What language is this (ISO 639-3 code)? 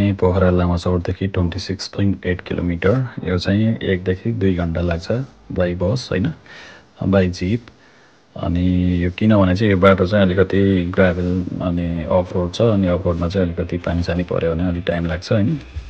nep